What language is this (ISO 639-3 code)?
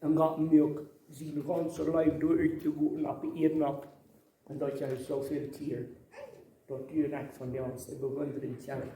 pdt